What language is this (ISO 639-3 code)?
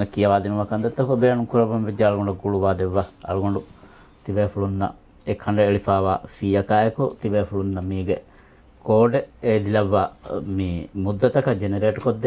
div